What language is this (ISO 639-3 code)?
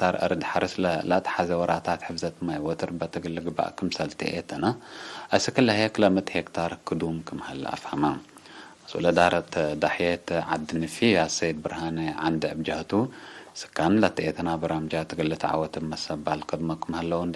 tig